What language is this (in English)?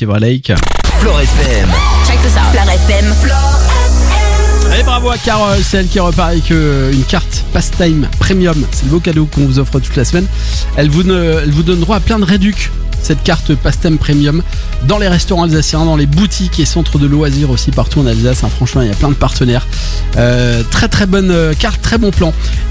French